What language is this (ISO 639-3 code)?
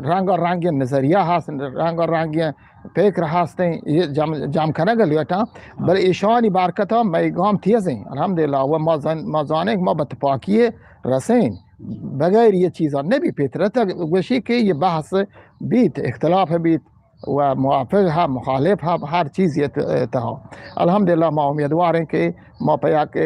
bgp